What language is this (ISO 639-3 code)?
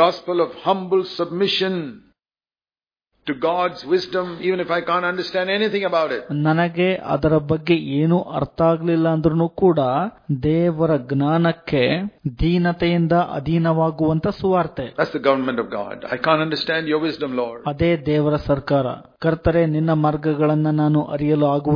kan